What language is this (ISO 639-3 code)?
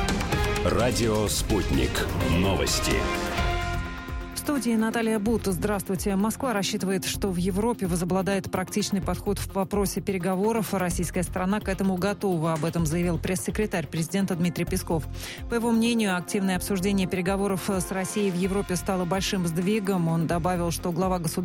rus